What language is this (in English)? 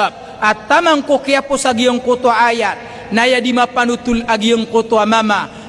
Maranao